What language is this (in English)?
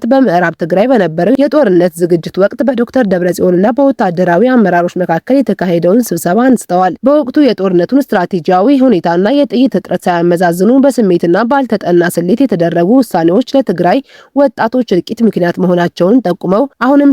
Amharic